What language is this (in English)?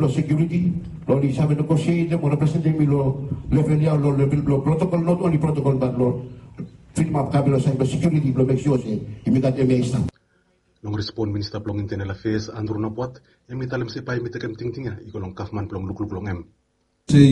Bislama